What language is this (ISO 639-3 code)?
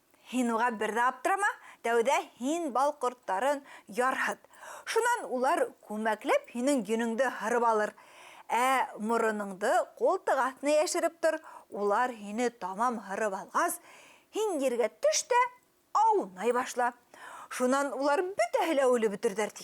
bak